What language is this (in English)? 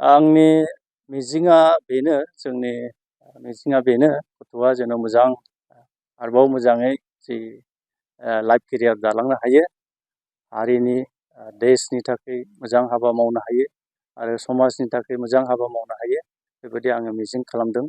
Bodo